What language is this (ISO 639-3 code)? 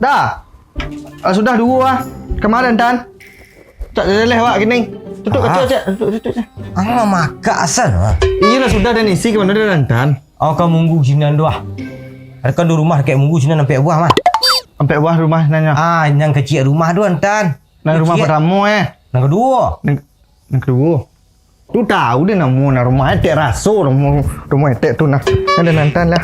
min